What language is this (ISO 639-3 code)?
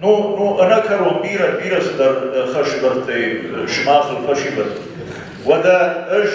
oss